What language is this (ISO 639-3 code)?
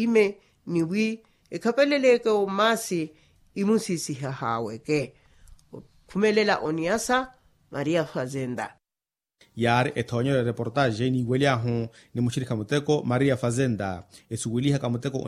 vmw